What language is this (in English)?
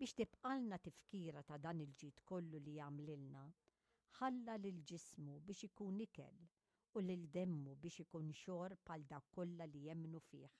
Maltese